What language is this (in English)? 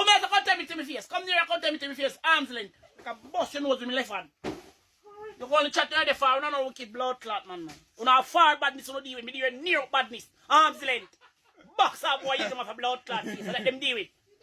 Jamaican Creole English